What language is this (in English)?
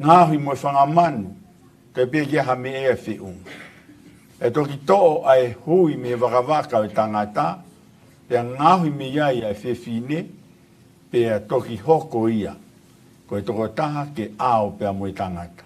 Tongan